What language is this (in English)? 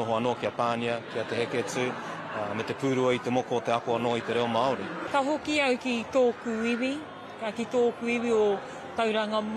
Māori